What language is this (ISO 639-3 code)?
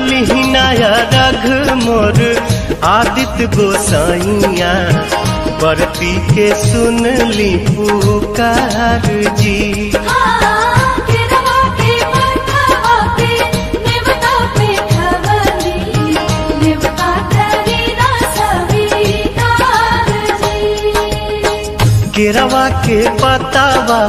bho